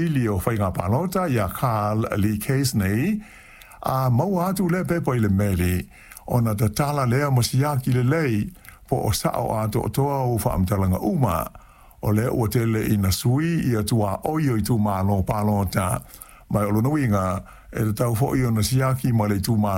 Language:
Samoan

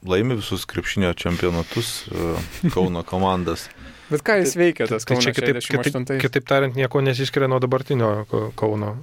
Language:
Lithuanian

